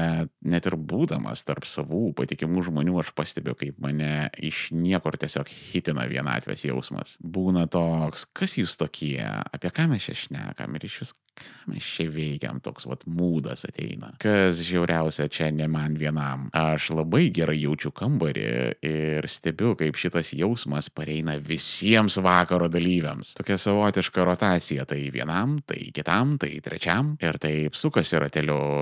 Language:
Lithuanian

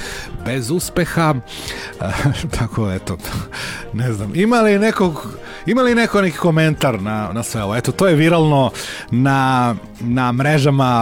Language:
Serbian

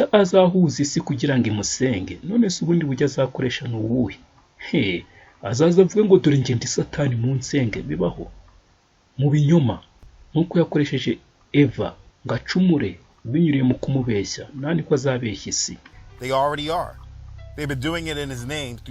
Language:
Kinyarwanda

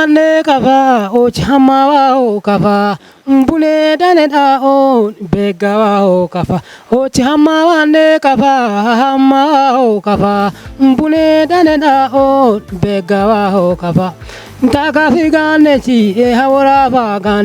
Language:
Kafa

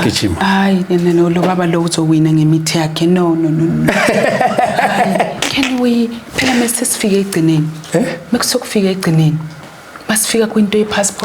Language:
Zulu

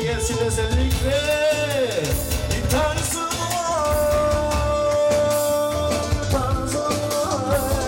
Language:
Turkish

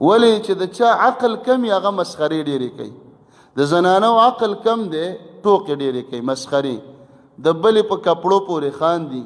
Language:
Pashto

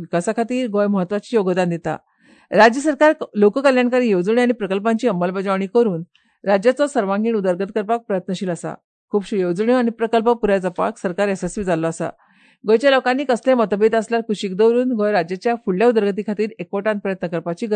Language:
Konkani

